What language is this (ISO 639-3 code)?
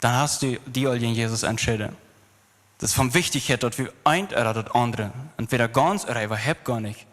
pdt